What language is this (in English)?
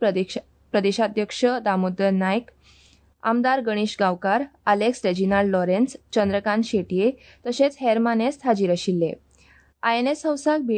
Konkani